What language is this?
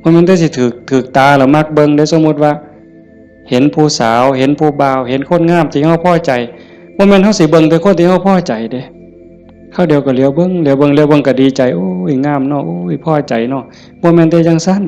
Northeastern Thai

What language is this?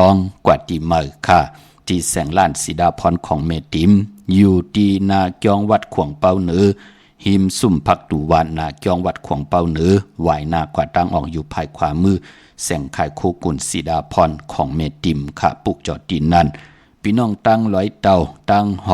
Shan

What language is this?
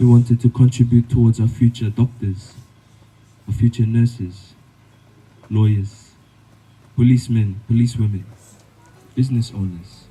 Fijian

